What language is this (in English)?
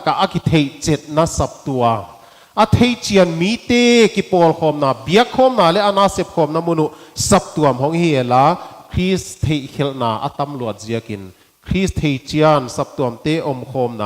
Paite Chin